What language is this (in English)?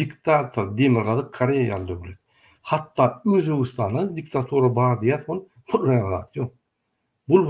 Turkmen